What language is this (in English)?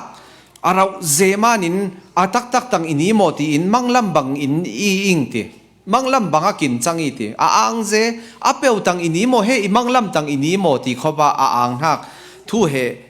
Falam Chin